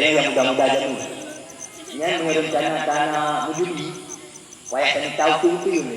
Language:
Achinese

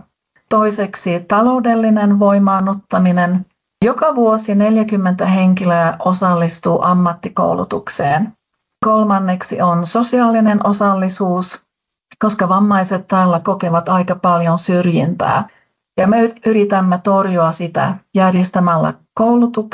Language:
Finnish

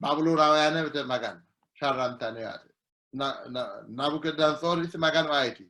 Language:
Sidamo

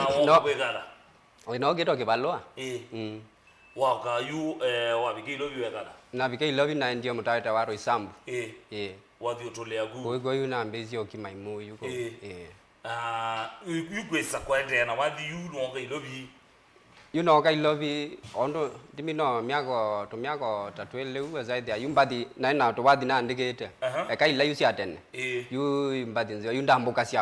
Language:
Kamba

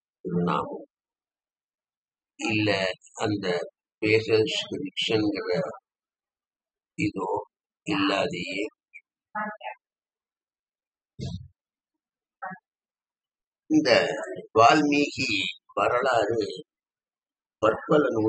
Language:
Tamil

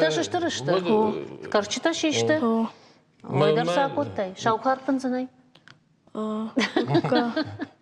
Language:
Ossetic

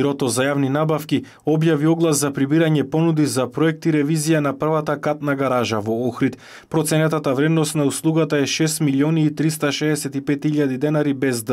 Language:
Macedonian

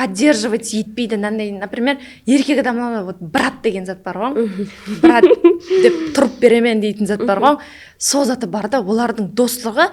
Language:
Kara-Kalpak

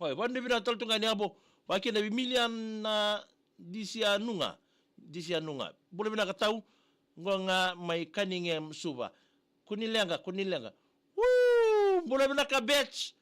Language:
Fijian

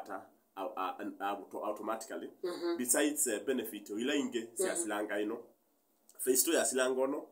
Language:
Kamba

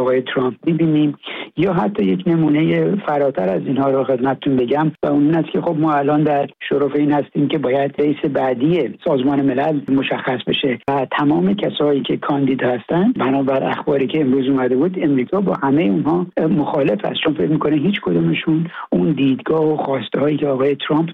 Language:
Persian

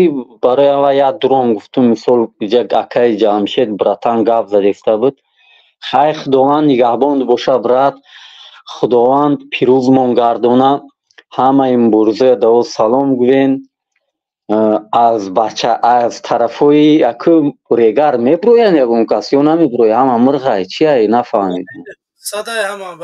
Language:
Tajik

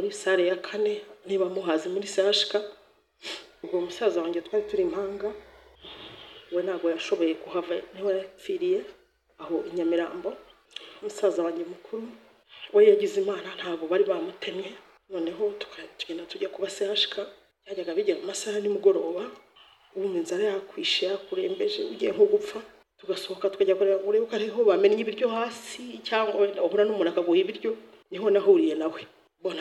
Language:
Kinyarwanda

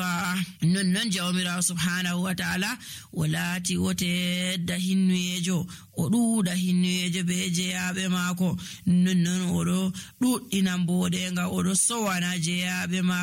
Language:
Nigerian Fulfulde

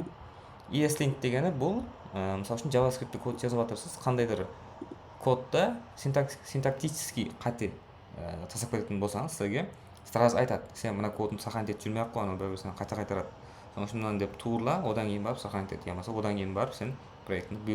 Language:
Kara-Kalpak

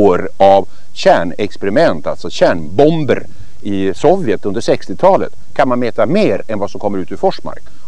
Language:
Swedish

